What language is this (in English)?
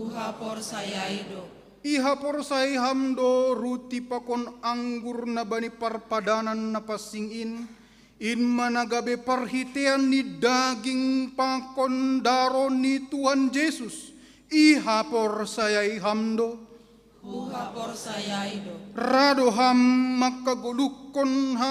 Batak Simalungun